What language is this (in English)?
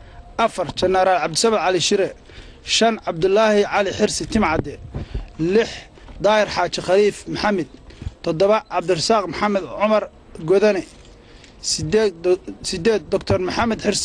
Somali